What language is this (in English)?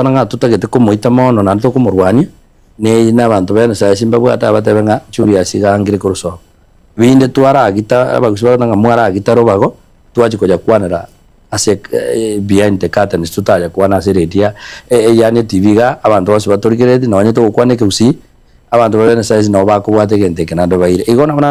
Gusii